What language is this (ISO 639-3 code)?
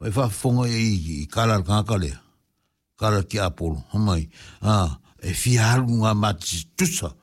smo